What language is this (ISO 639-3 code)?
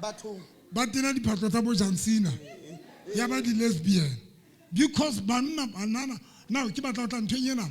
sot